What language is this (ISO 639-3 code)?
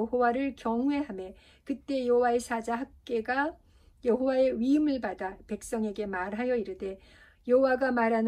kor